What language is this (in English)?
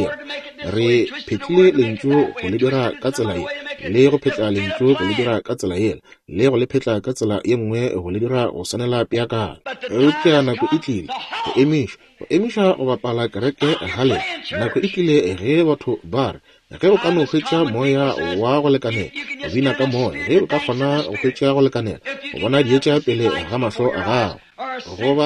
Northern Sotho